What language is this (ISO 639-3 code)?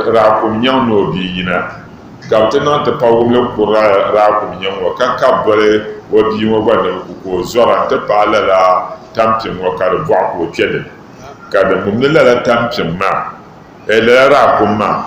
dag